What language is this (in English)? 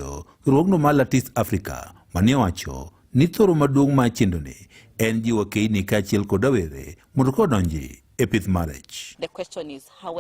Luo (Kenya and Tanzania)